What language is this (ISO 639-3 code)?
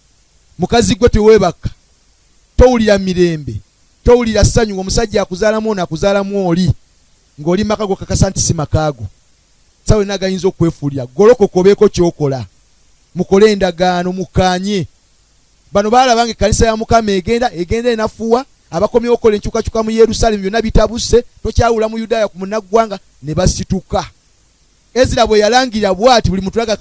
lug